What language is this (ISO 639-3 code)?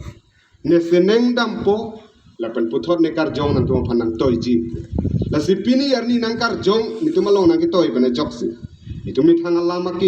mjw